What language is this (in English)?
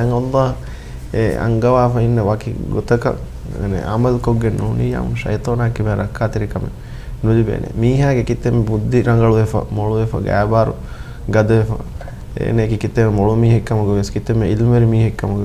Divehi